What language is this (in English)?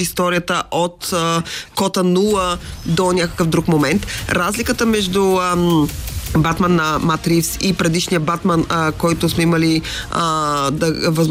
Bulgarian